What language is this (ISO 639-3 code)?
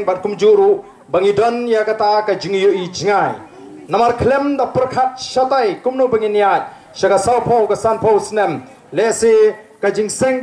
kha